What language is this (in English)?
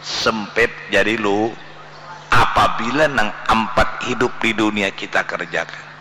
Banjar